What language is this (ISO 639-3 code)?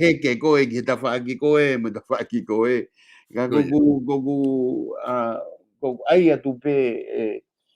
ton